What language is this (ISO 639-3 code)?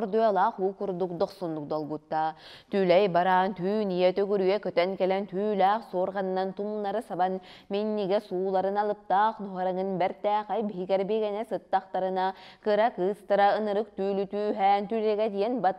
sah